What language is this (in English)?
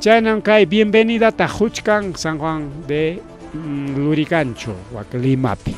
Ayacucho Quechua